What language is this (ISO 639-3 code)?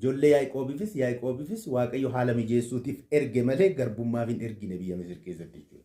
orm